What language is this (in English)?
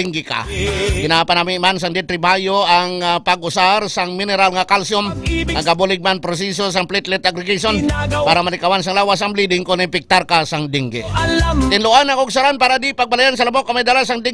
Hiligaynon